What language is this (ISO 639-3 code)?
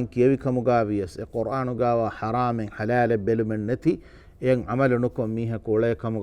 div